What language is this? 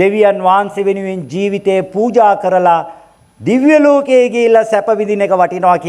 Sinhala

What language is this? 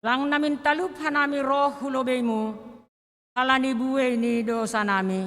Batak Simalungun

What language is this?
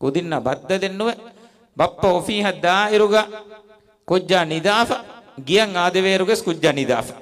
Divehi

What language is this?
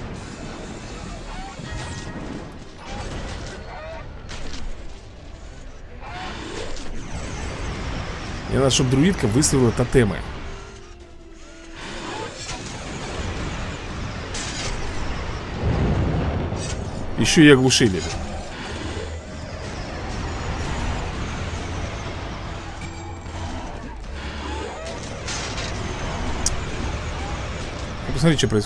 Russian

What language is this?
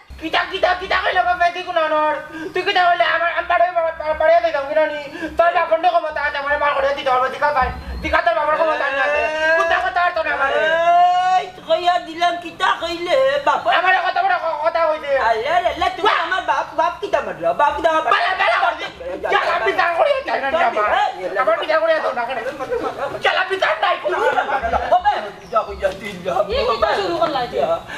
Sylheti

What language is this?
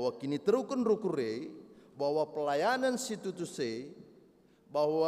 Batak Karo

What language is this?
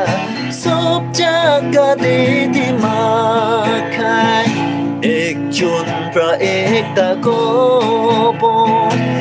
Naga Pidgin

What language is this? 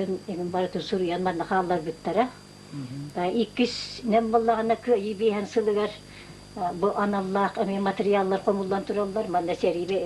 Yakut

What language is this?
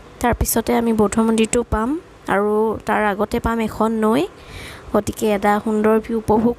Assamese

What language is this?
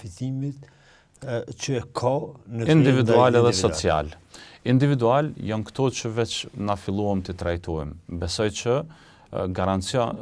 Albanian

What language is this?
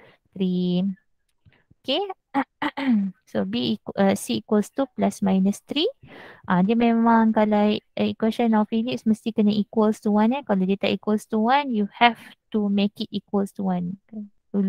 Malay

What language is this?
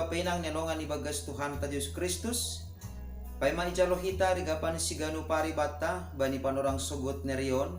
Batak Simalungun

